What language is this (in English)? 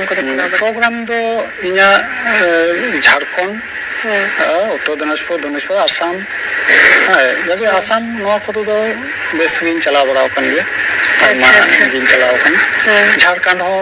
Santali